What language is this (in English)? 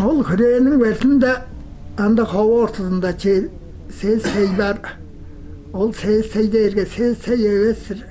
Tuvinian